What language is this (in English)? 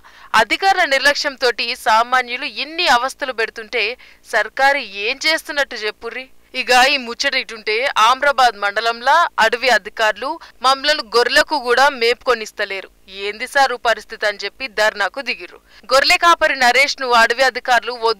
Telugu